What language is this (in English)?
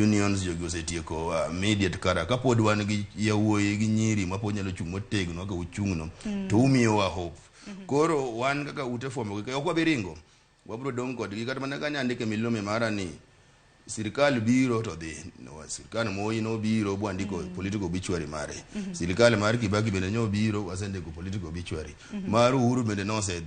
Luo (Kenya and Tanzania)